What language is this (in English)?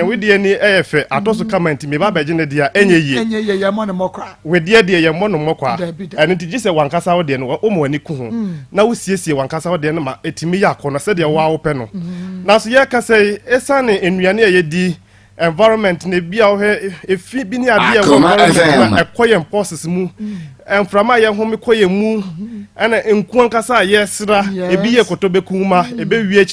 Akan